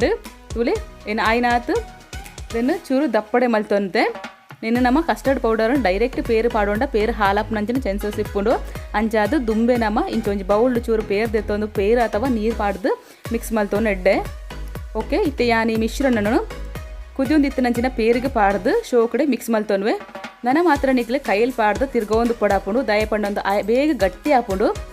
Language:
Tulu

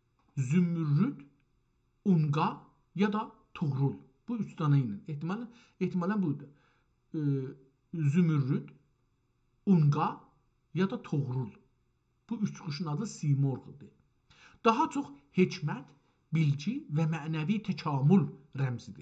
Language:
South Azerbaijani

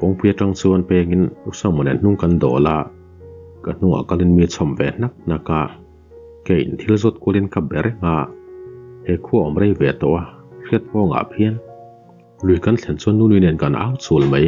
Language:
Mizo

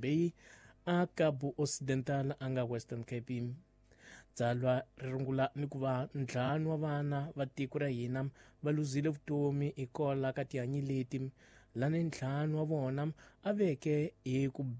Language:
Tsonga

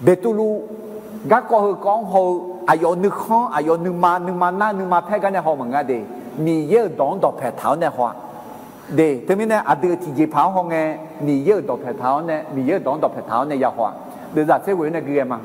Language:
Akha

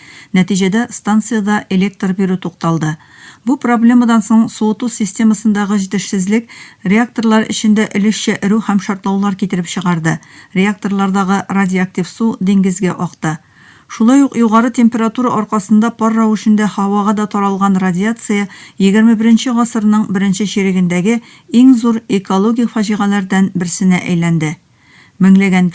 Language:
Tatar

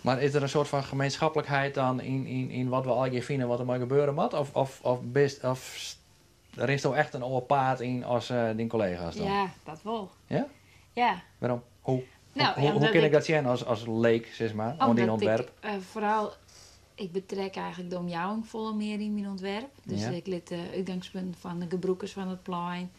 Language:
Western Frisian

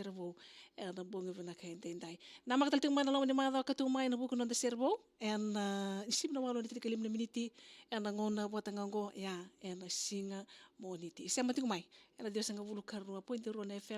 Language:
Fijian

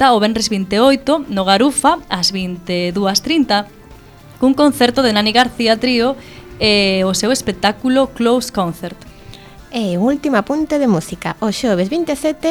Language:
Galician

